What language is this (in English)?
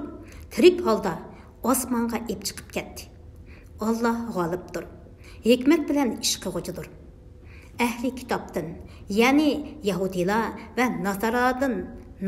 Uyghur